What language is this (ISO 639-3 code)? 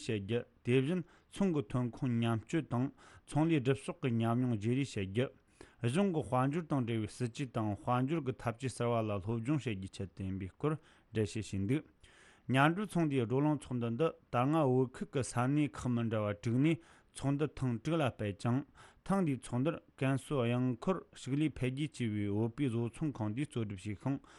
bod